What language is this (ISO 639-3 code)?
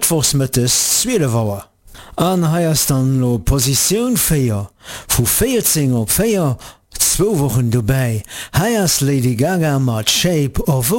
ltz